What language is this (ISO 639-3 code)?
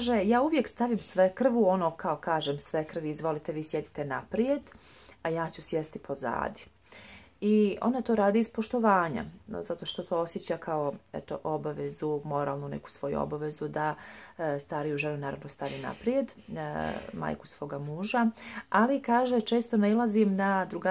hrv